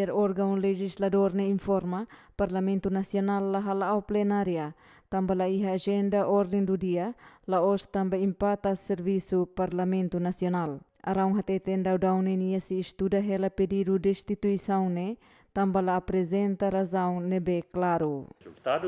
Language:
Tetum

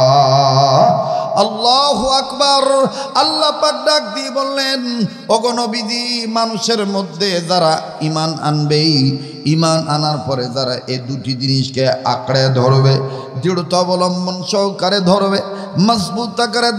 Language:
Bangla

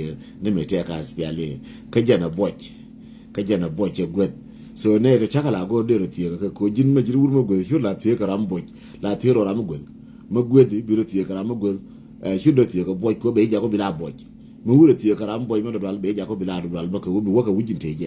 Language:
Nuer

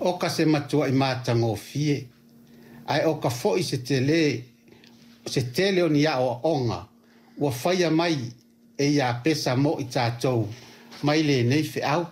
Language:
Samoan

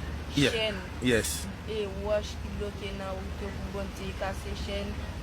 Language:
Haitian Creole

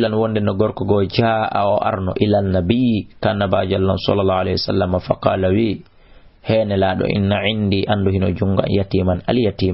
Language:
Fula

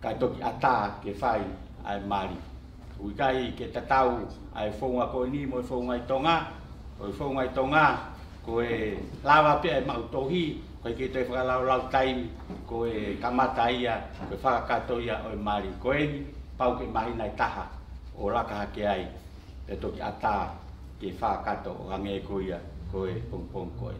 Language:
Tongan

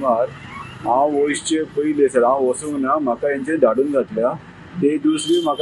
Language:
Konkani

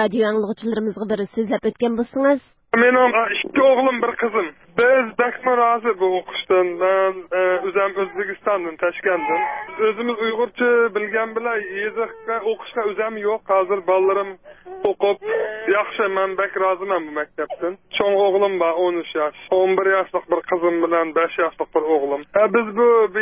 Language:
Uyghur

